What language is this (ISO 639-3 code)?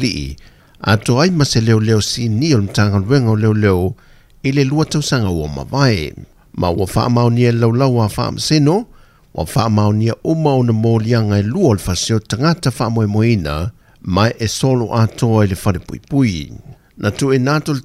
smo